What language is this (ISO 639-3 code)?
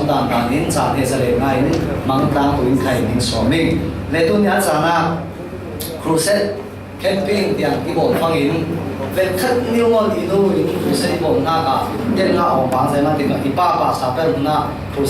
cfm